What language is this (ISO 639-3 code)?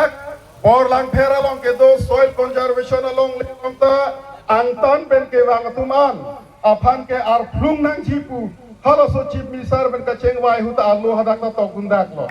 mjw